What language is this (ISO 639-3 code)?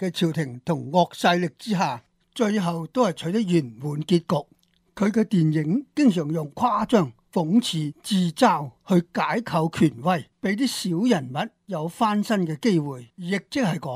yue